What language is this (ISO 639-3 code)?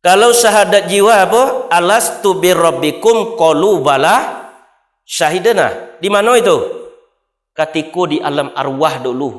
min